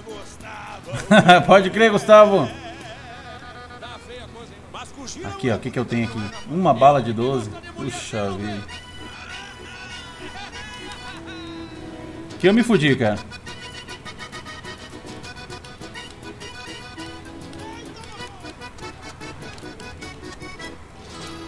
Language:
Portuguese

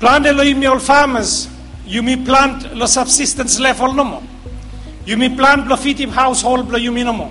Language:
Bislama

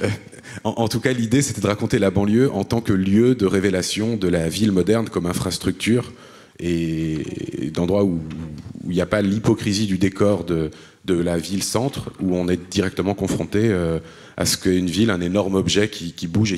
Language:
French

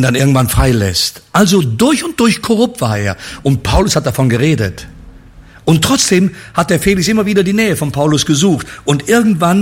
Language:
German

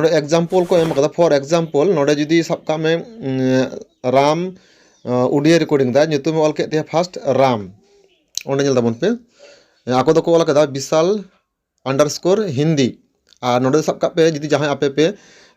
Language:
Santali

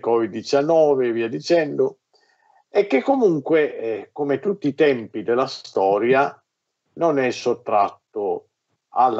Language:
Italian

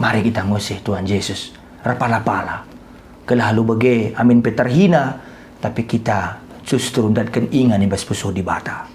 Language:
Batak Karo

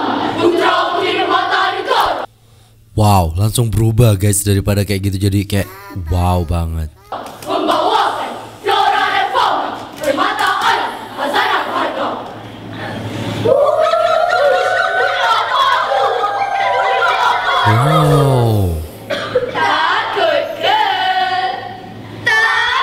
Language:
Malay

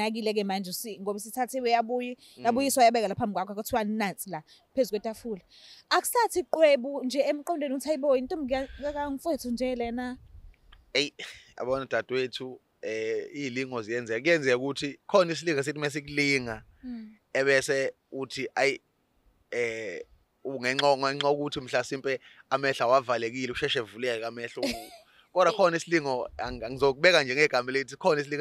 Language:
Zulu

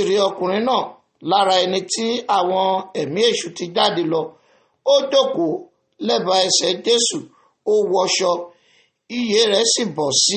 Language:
Yoruba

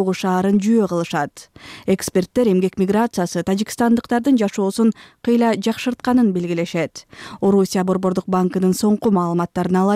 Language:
Kyrgyz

